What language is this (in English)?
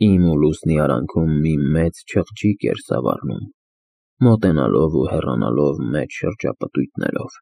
Armenian